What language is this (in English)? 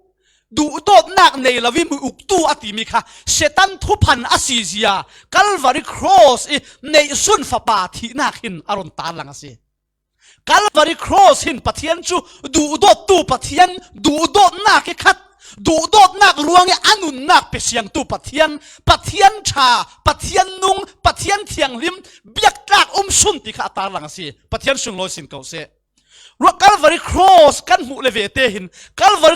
Falam Chin